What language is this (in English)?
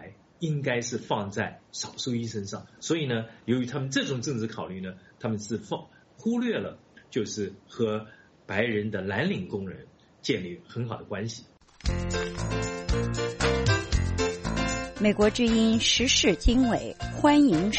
Chinese